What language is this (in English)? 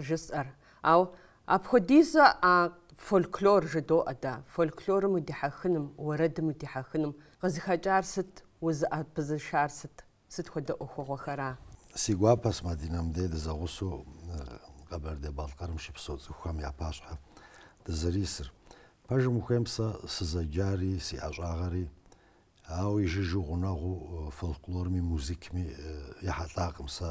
Kabardian